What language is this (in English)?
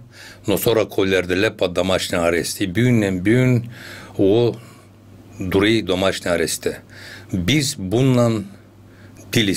Gagauz